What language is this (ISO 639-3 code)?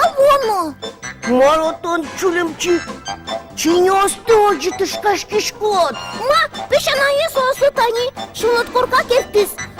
udm